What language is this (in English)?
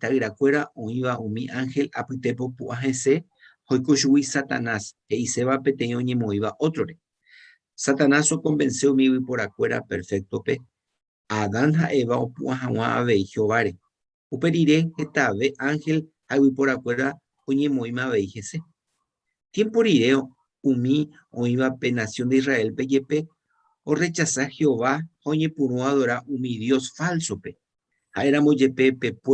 Guarani